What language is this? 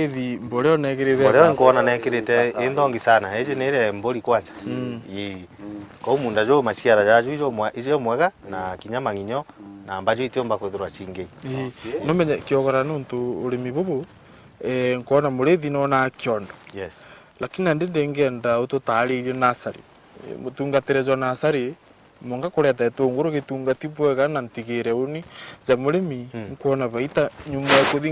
Meru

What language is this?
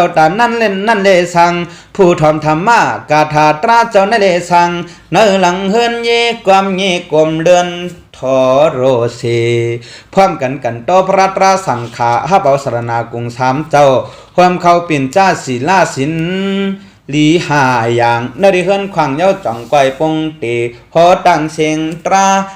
Shan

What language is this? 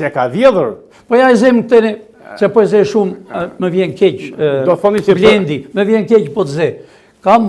Albanian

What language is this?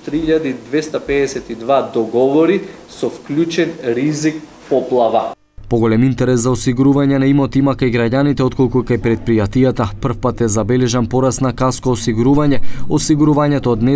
Macedonian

